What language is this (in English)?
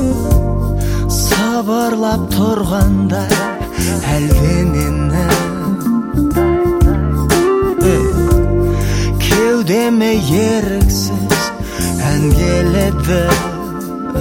Kazakh